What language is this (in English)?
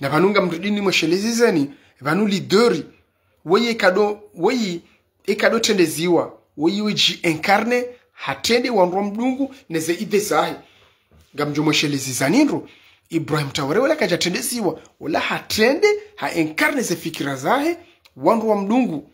Ngazidja Comorian